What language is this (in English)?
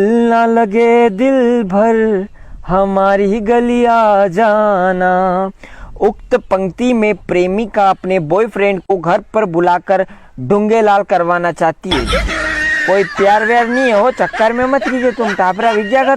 Rajasthani